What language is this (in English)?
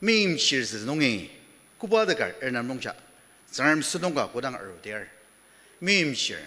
Ao Naga